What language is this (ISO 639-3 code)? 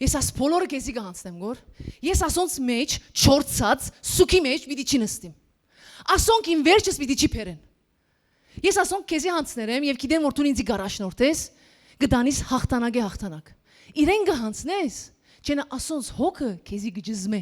hyw